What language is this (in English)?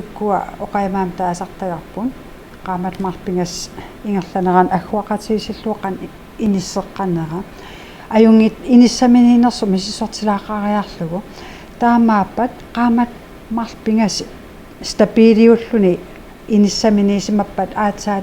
Kalaallisut